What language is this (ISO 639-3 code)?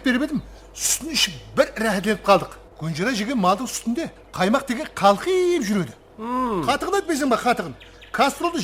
kaa